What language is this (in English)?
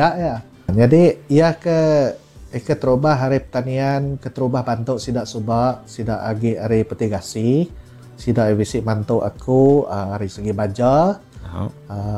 Iban